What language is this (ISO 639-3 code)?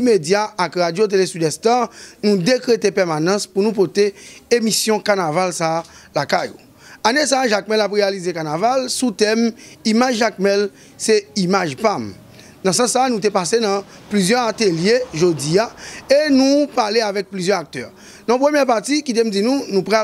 hat